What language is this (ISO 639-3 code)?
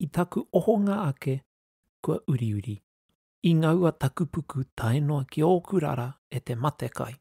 mri